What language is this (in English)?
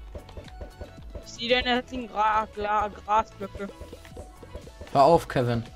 German